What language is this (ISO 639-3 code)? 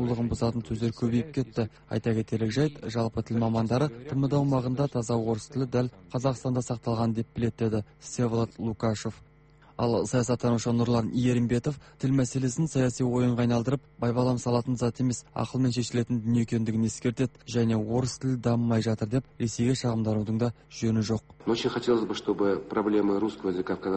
kaz